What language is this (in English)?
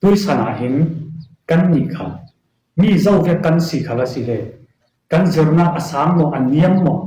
Falam Chin